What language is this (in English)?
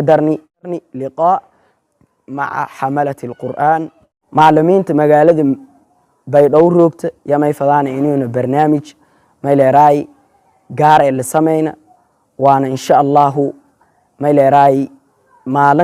Somali